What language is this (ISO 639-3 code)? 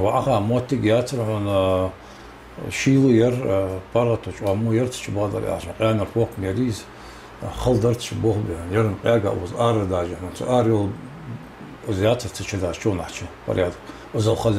inh